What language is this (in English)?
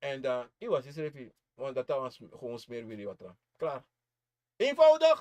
Sranan Tongo